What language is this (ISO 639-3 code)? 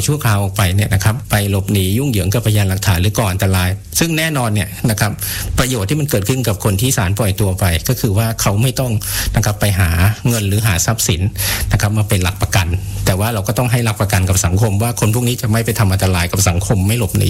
tha